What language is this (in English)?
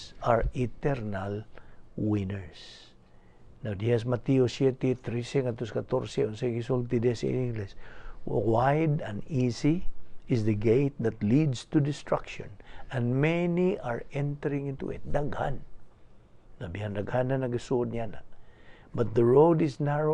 Cebuano